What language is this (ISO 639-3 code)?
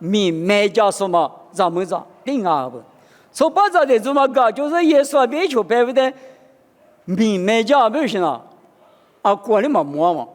lis